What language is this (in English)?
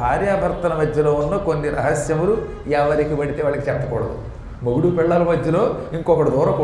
Telugu